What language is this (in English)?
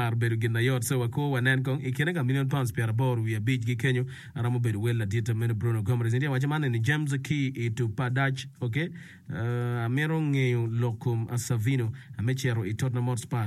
Acoli